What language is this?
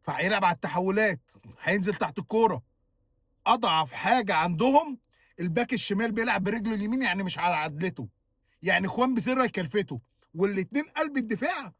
Egyptian Arabic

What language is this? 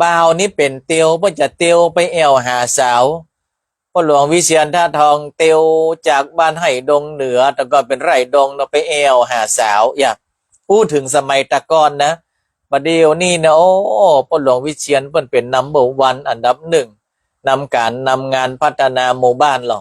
Northern Thai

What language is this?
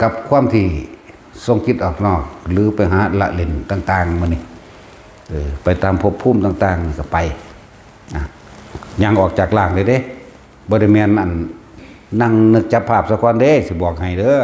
Northeastern Thai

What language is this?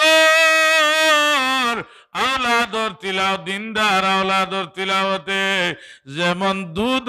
Sylheti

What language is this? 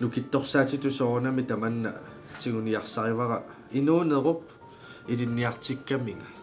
Kalaallisut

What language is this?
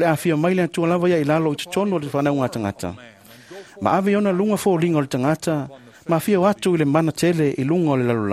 Samoan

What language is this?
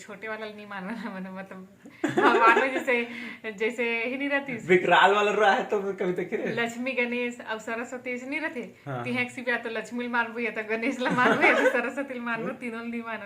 Chhattisgarhi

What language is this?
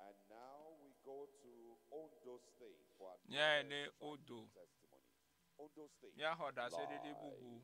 Ewe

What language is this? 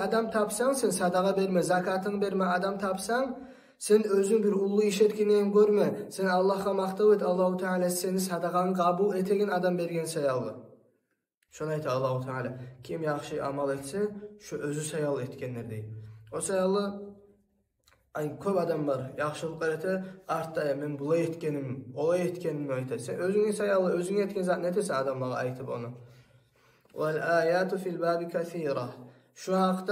Kumyk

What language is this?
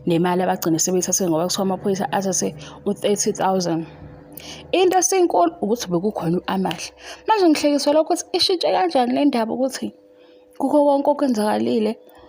Zulu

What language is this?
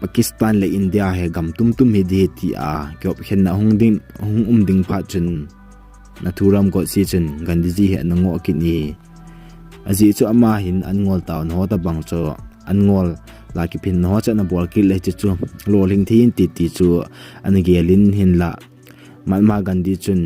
Thado Chin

